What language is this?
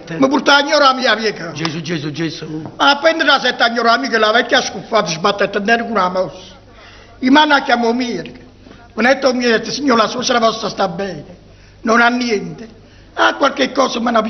Neapolitan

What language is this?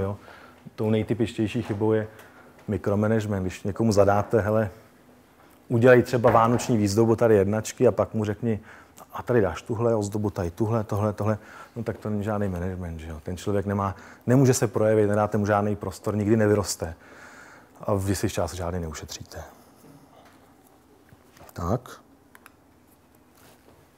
Czech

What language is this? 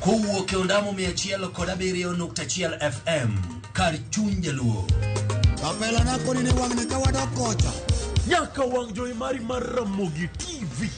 Luo (Kenya and Tanzania)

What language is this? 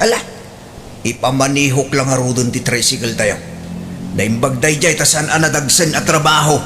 Iloko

